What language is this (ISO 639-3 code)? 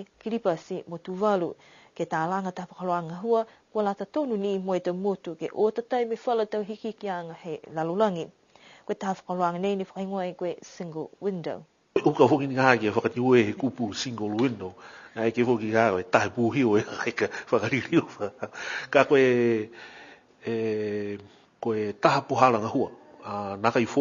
niu